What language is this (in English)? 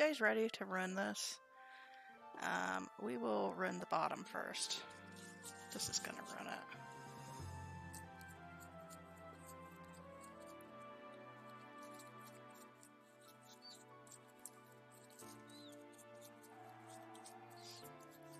English